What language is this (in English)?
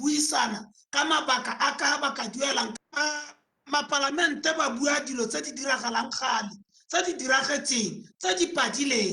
Tswana